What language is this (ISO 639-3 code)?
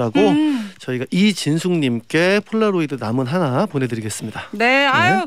kor